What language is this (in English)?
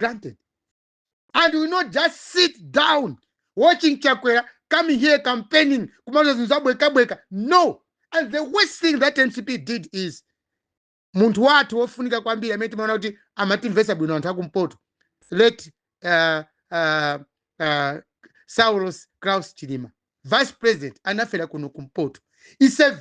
Nyanja